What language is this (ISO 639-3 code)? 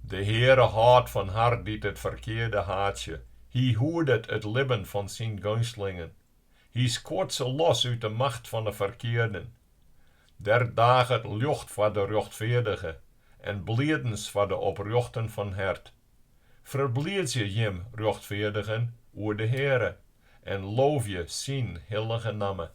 fry